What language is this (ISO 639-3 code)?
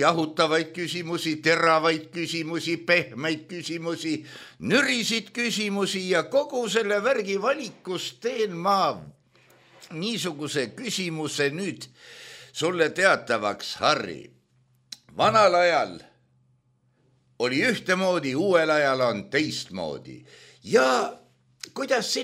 est